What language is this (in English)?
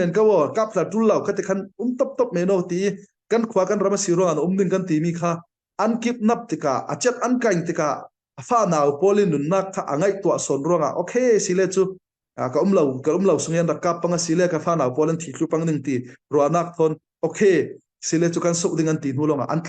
Falam Chin